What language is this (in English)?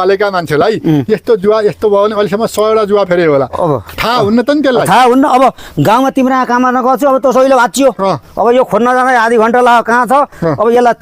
Nepali